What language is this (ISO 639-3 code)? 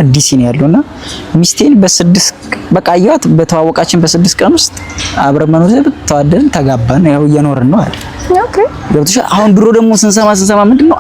amh